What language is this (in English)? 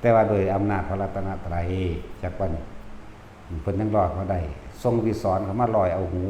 Northeastern Thai